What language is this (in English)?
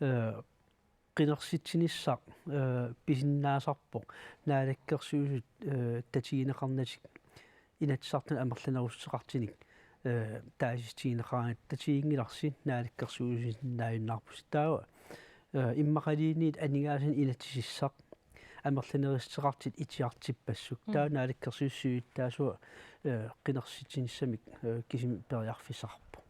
Kalaallisut